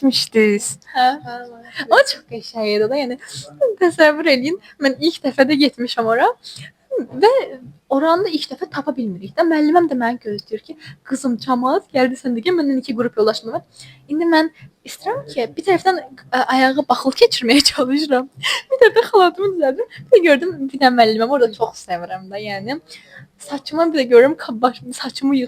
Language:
Azerbaijani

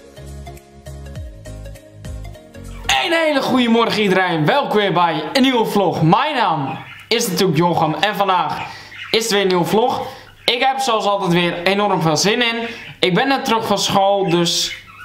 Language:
Dutch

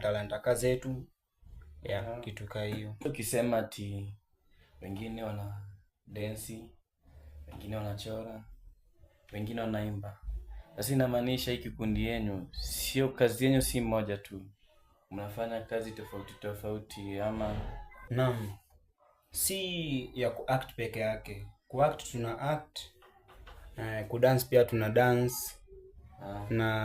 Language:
Swahili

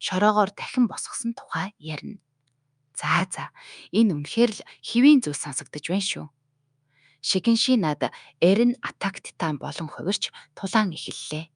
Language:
Mongolian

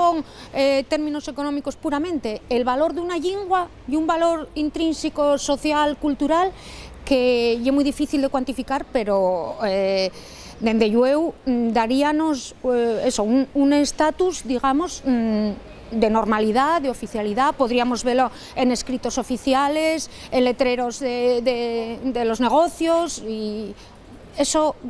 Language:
Asturian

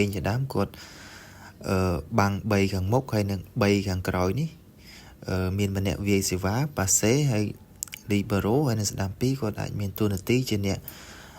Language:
Khmer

